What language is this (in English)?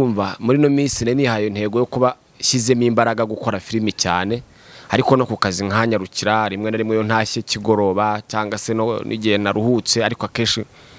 Kinyarwanda